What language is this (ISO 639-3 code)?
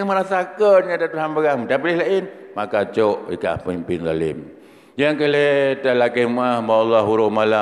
ace